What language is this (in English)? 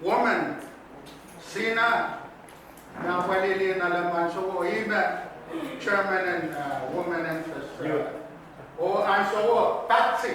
Pohnpeian